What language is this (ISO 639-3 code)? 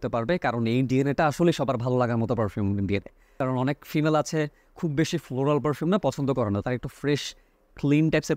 ben